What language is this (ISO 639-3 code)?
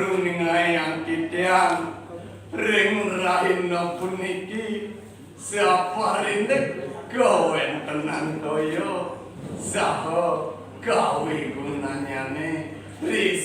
ban